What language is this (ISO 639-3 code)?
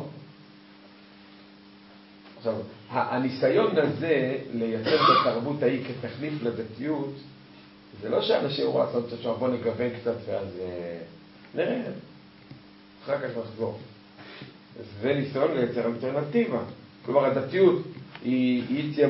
heb